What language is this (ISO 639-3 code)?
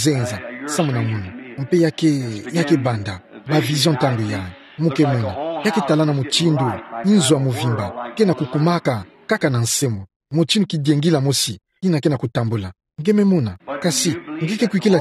ktu